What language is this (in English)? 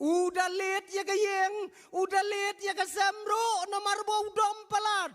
Khasi